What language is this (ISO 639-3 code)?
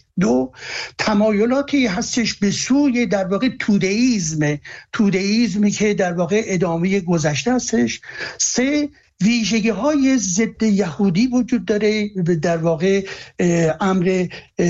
fas